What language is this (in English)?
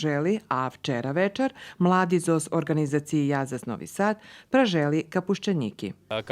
Rusyn